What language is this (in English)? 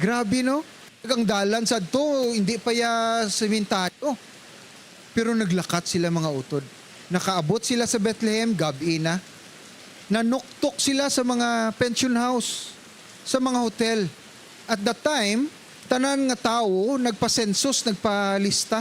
Hiligaynon